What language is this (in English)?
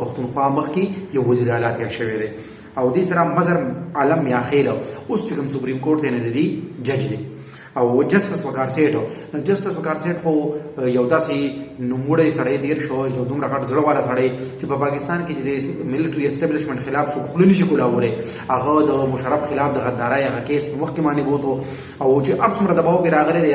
Pashto